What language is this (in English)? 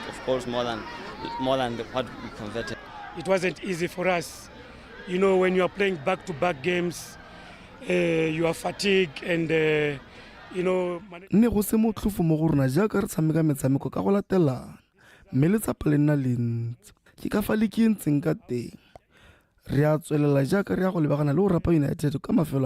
Tswana